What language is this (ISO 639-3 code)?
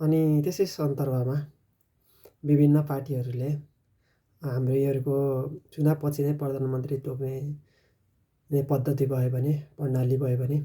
nep